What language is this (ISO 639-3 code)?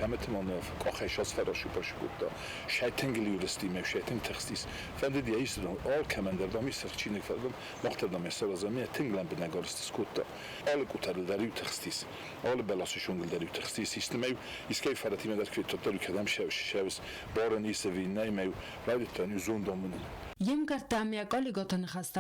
oss